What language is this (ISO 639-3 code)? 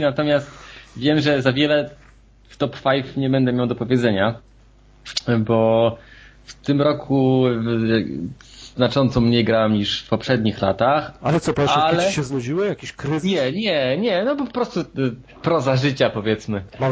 pol